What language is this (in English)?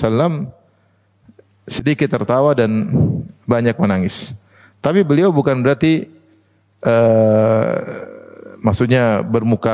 Indonesian